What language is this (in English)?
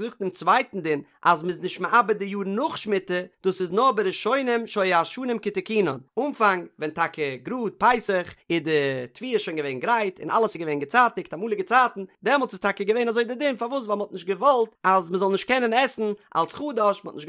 Yiddish